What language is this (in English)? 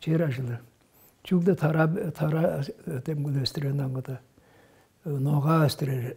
Tuvinian